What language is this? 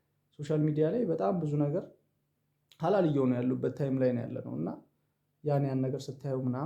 Amharic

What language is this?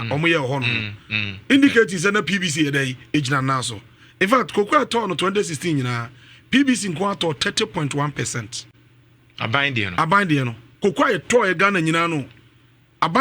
Akan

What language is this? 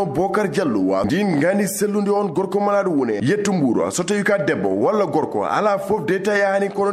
Fula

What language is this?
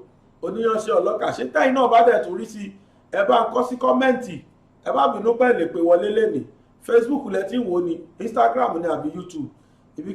Yoruba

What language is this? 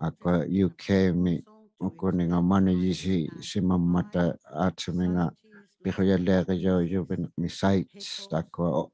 Inuktitut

